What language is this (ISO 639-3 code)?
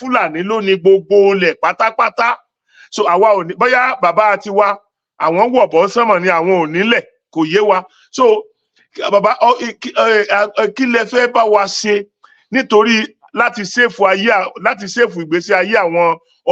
yor